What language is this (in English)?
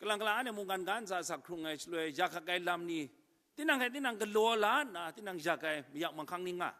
Kachin